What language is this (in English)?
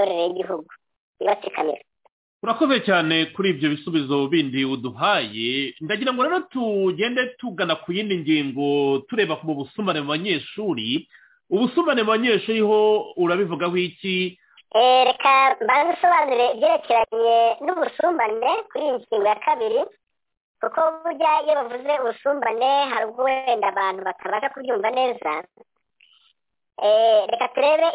Kinyarwanda